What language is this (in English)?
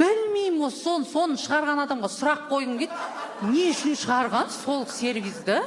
Kazakh